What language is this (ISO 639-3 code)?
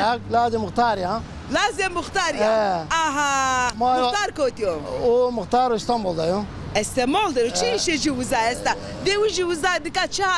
zza